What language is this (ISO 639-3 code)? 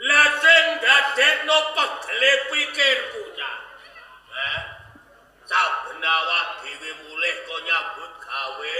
jav